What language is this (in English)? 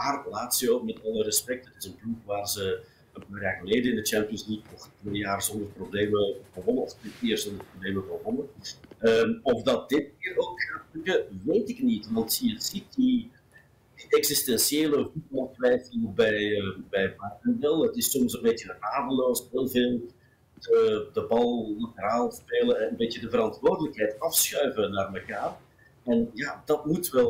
Dutch